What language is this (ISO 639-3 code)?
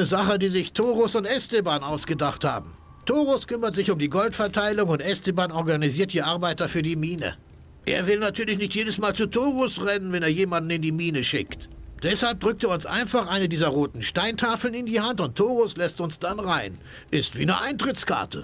bar